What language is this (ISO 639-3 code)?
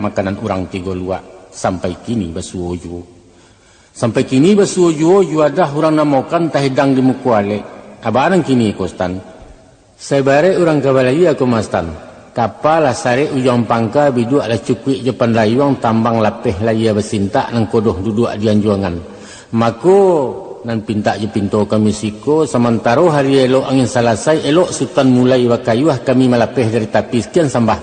min